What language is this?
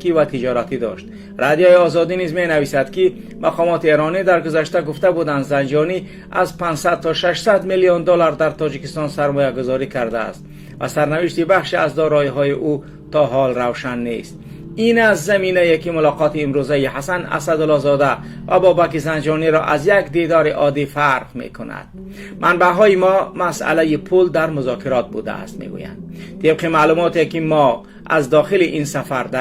Tajik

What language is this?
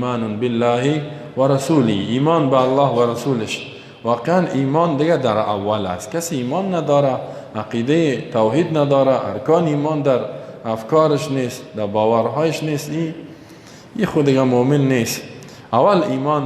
Persian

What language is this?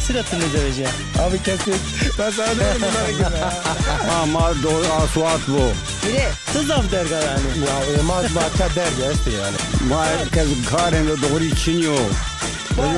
Zaza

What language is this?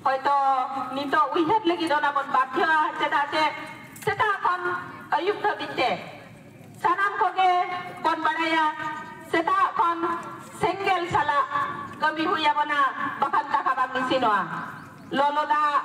Santali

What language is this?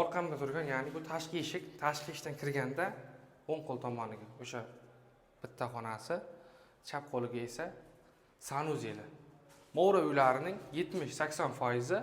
Uzbek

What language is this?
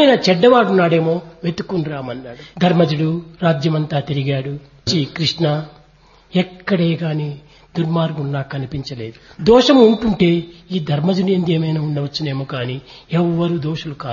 Telugu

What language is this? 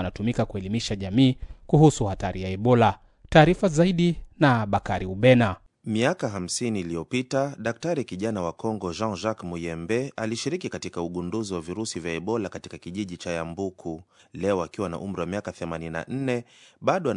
Swahili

